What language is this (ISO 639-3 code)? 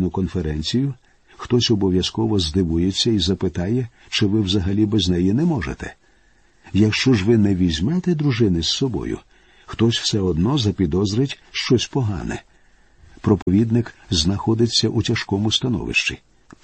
ukr